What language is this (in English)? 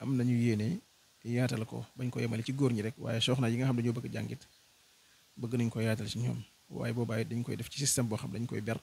Wolof